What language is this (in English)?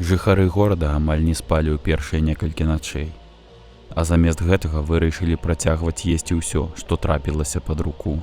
Belarusian